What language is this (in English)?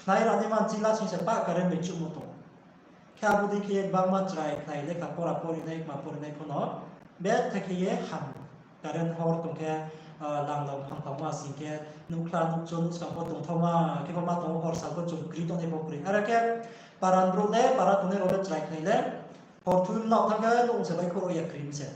Riang (India)